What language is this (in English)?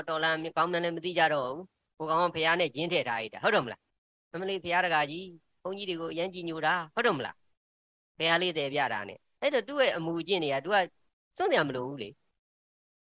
Burmese